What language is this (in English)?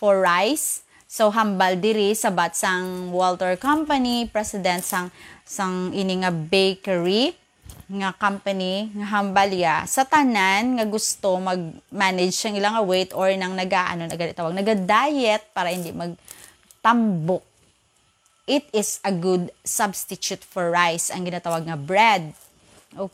Hiligaynon